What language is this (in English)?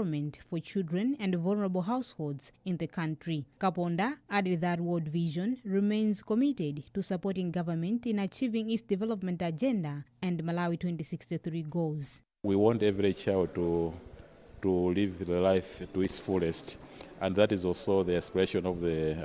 English